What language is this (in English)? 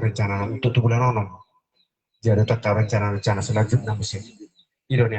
Batak Toba